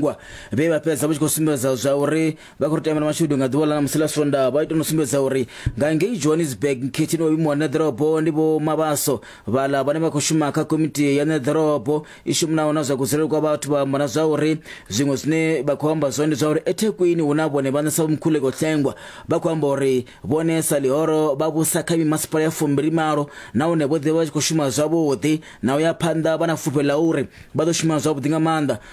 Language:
Venda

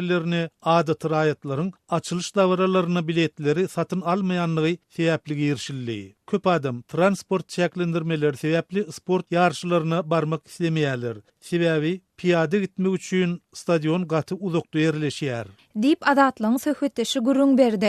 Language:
Turkmen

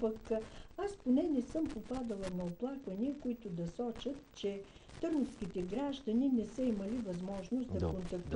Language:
Bulgarian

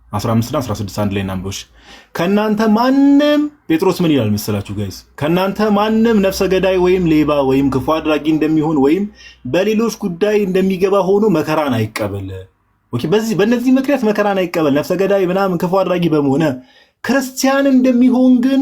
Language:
Amharic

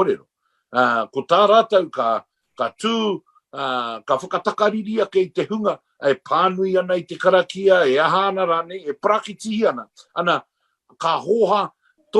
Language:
Māori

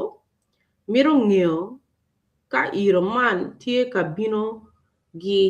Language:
Acoli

